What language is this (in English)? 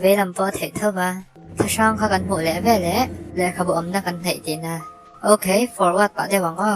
Mizo